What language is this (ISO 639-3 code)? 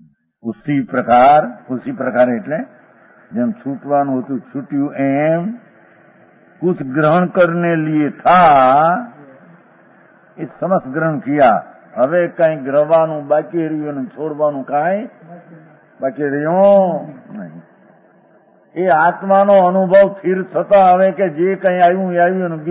guj